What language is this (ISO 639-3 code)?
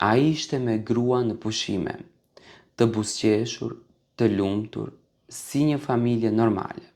sqi